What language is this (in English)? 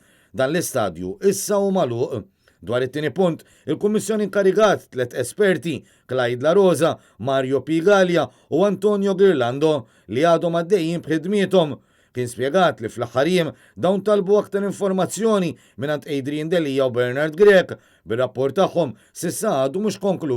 Maltese